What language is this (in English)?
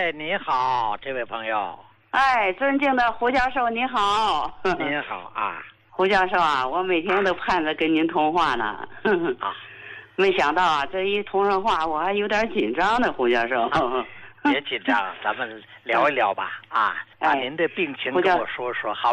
Chinese